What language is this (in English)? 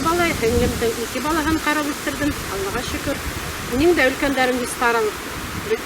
Bashkir